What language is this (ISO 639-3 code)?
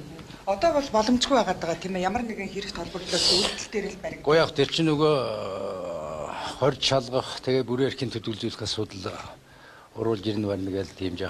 mon